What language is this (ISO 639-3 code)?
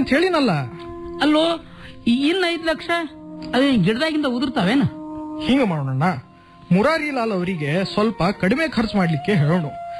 kan